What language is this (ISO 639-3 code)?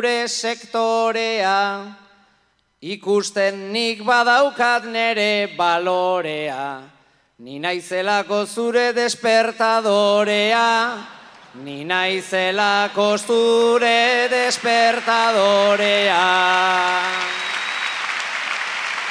eus